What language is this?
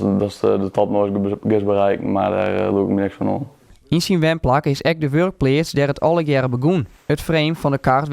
Western Frisian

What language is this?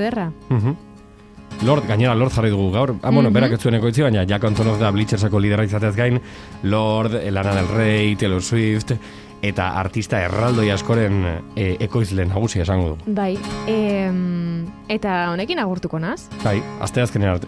Basque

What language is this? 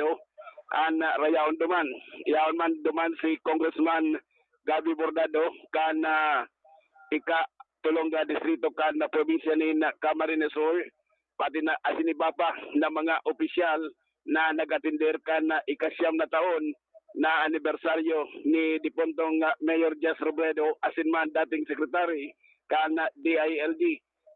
Bikol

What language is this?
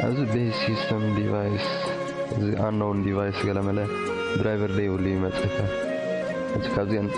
Tigrinya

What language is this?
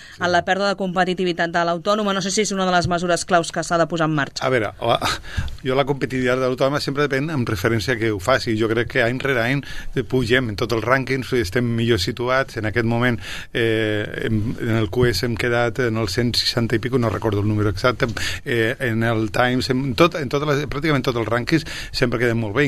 Catalan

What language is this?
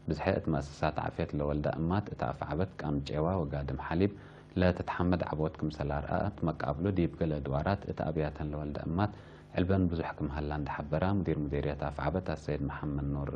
Tigre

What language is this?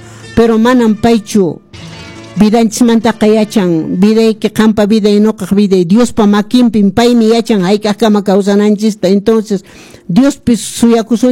Quechua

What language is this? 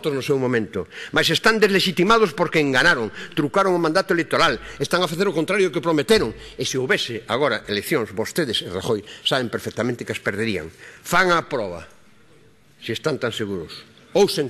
Galician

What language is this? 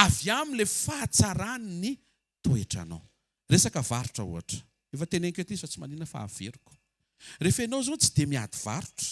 Malagasy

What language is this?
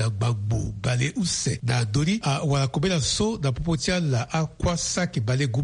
Sango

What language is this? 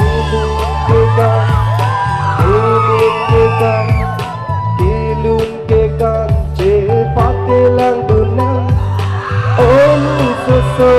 Karbi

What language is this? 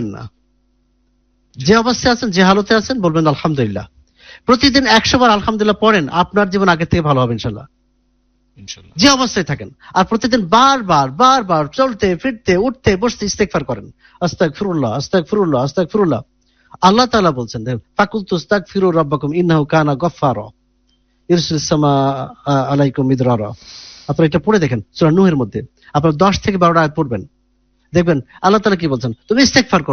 Bangla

